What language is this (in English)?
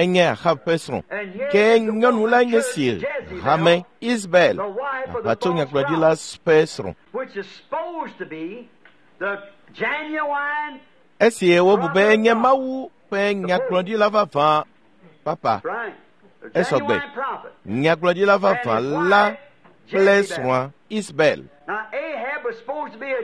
Ewe